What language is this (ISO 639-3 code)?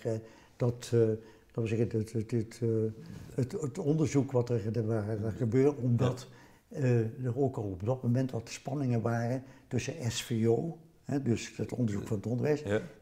nld